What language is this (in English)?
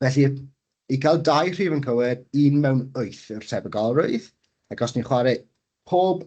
Welsh